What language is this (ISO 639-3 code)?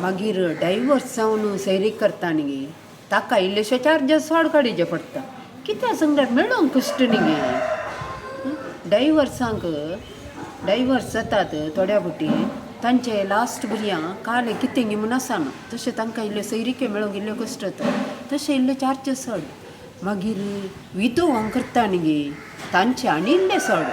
kok